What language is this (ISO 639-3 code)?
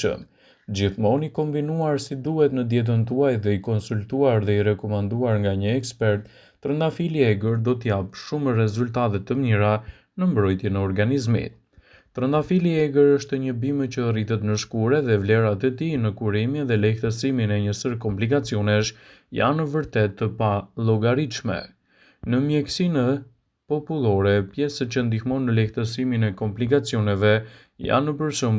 sqi